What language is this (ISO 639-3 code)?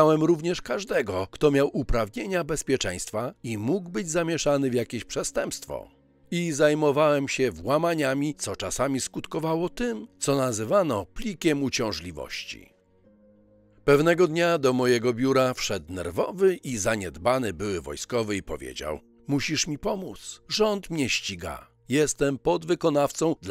pol